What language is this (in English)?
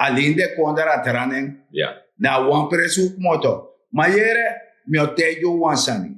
Sranan Tongo